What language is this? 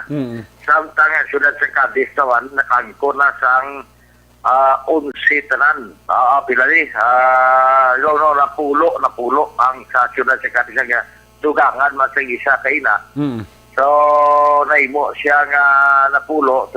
Hiligaynon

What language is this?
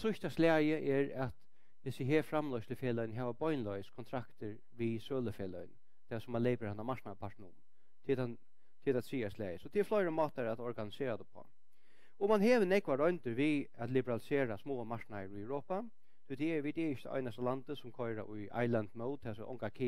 Faroese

